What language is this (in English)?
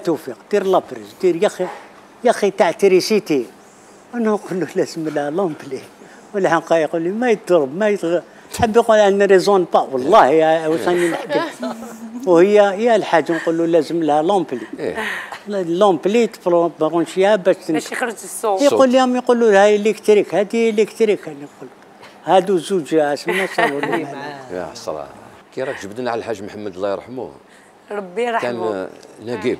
Algerian Arabic